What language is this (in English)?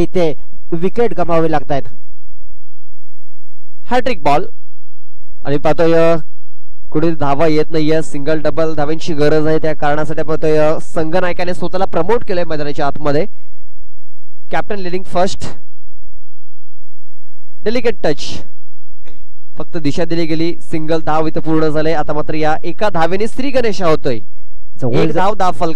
Marathi